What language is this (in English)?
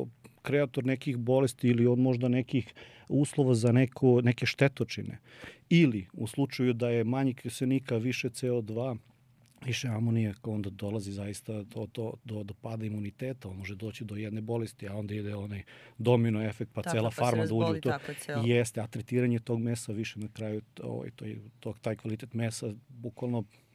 Serbian